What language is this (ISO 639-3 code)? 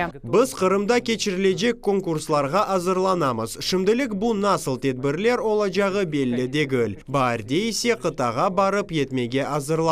crh